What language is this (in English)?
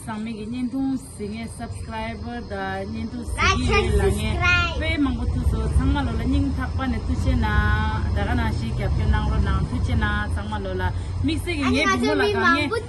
Tibetan